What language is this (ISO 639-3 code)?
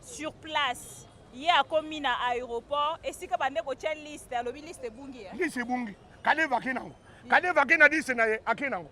lin